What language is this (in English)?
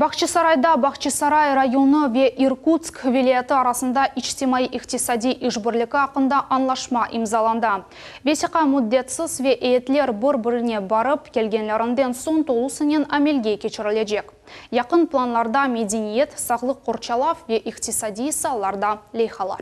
Crimean Tatar